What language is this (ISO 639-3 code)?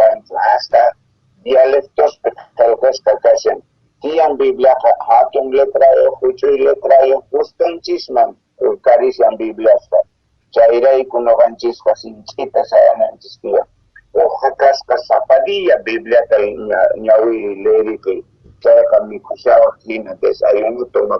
quh